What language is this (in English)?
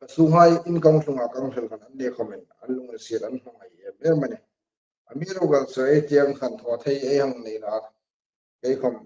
Hmar